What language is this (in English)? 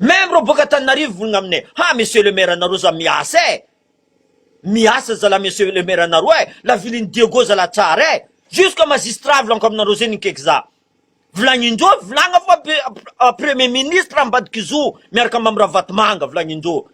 Malagasy